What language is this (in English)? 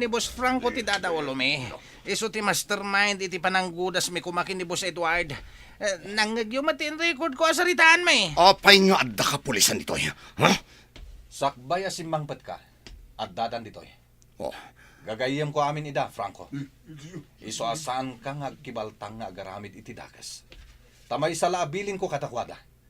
Iloko